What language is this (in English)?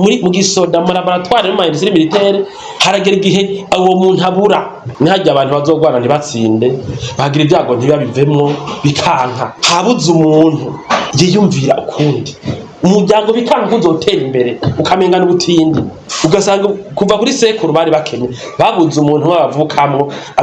Rundi